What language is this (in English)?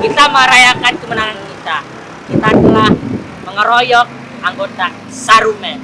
Betawi